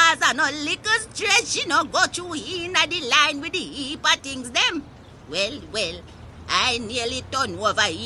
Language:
Jamaican Creole English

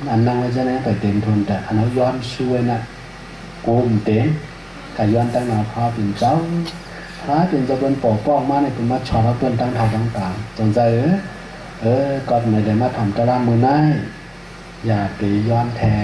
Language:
Shan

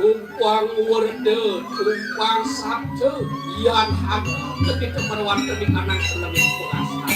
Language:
Balinese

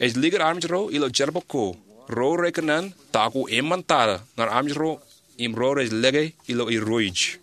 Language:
Marshallese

